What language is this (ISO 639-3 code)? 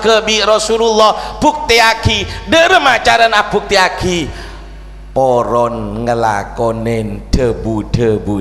mad